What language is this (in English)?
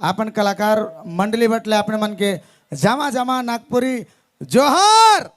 Sadri